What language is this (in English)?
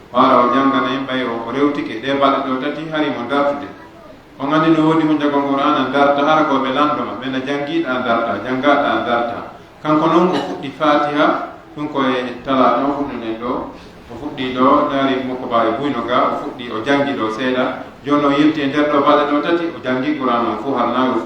Pular